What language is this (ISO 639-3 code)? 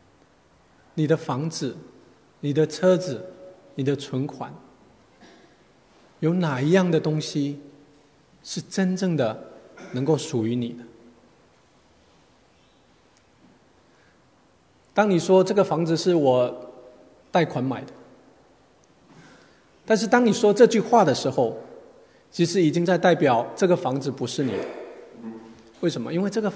zho